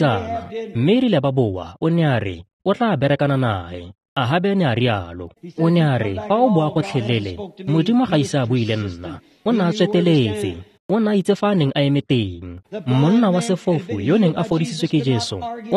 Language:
Tswana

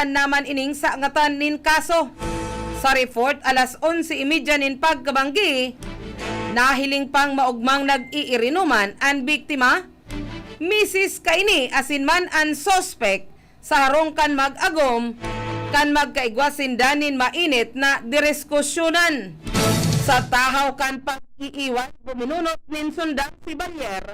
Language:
Bikol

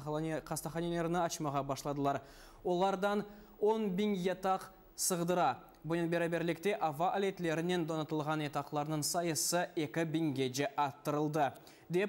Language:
Crimean Tatar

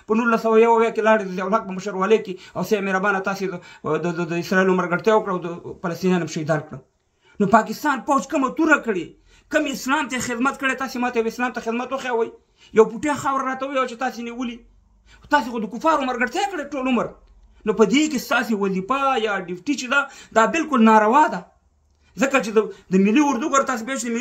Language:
Pashto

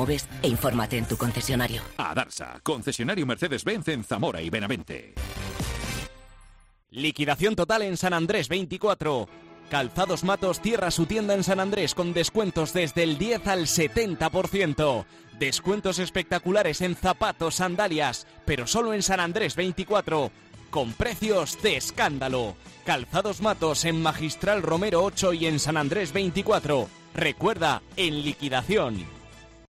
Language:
Spanish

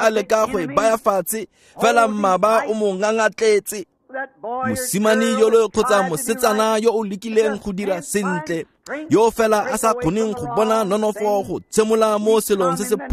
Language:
Tswana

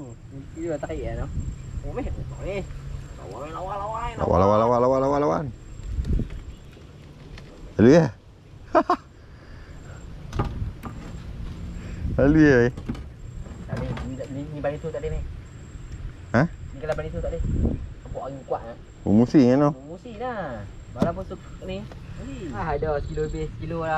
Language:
Malay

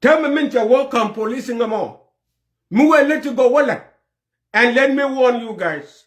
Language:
Nuer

